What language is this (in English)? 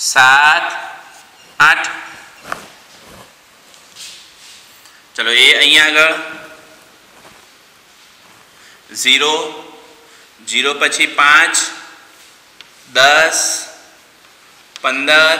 Gujarati